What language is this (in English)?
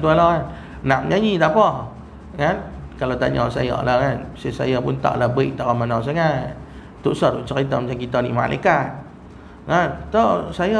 Malay